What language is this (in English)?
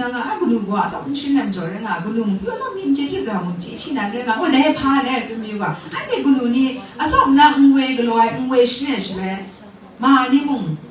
Kachin